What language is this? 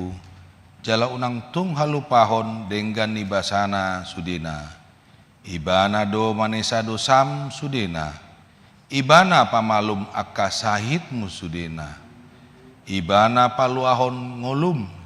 Batak Toba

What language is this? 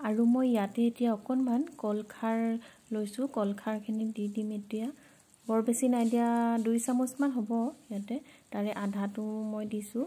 Assamese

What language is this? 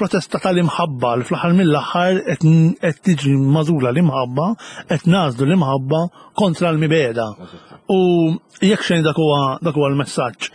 Maltese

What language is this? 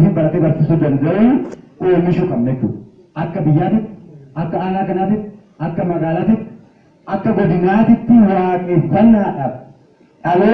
Oromo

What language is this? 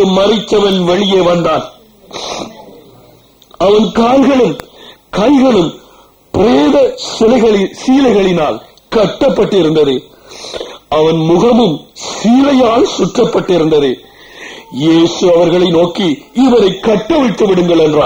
Tamil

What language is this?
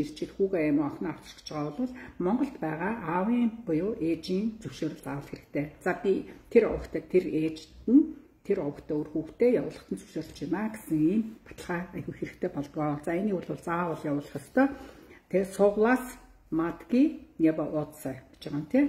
Mongolian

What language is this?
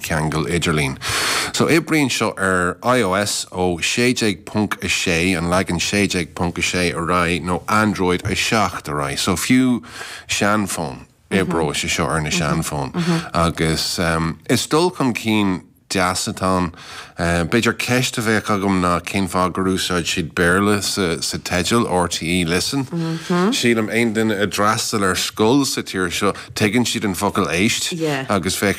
Irish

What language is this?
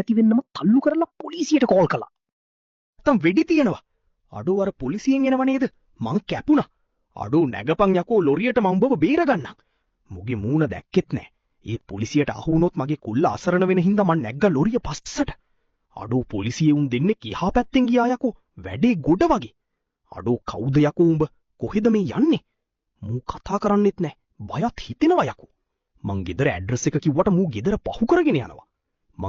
Sinhala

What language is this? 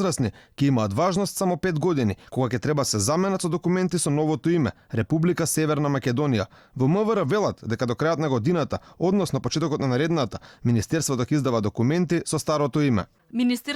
Macedonian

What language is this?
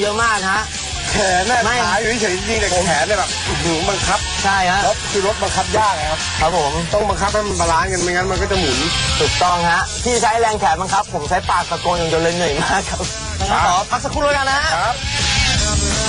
Thai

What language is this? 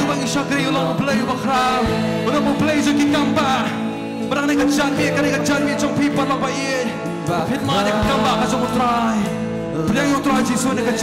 Khasi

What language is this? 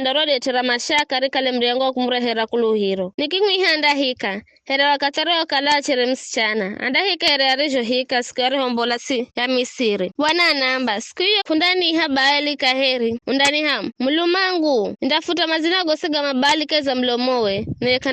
Giryama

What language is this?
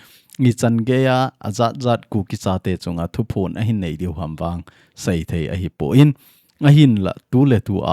Thado Chin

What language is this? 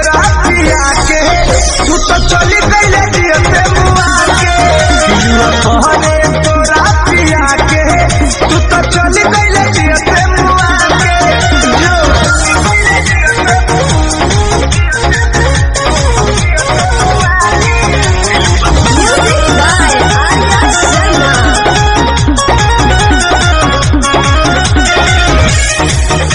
Bhojpuri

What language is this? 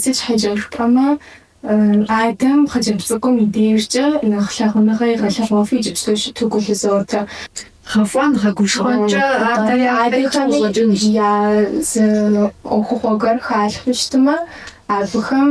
Kabardian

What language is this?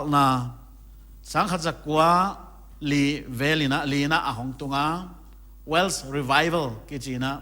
Paite Chin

